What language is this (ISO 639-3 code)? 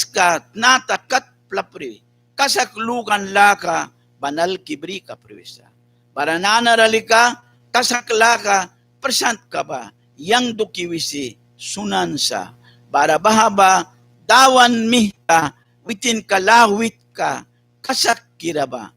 miq